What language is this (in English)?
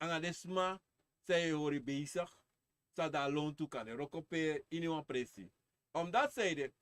Sranan Tongo